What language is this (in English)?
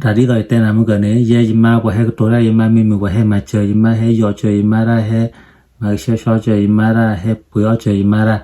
S'gaw Karen